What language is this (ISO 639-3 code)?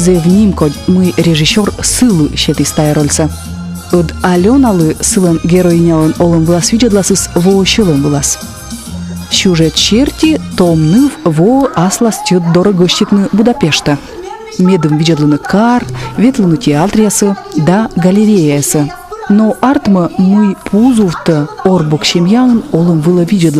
kom